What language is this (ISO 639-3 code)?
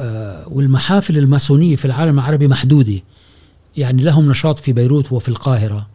afb